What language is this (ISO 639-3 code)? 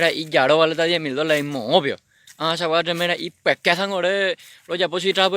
grn